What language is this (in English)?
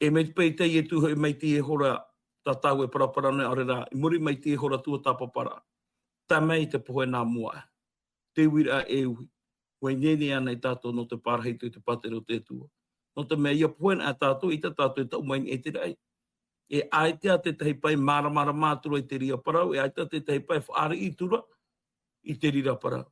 Tahitian